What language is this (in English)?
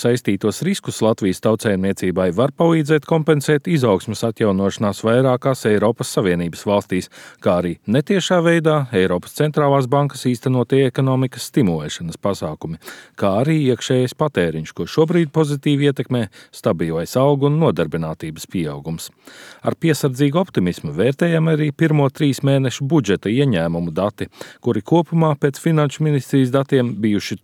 Latvian